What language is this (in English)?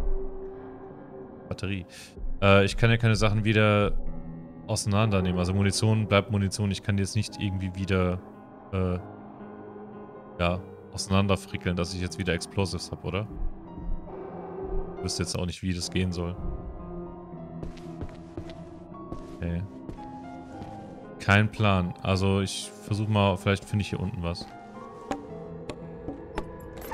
German